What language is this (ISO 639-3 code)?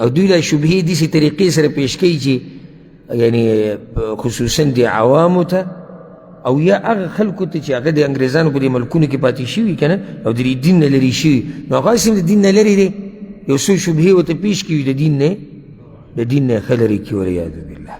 pus